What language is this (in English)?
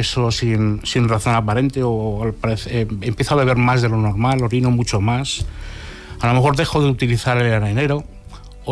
Spanish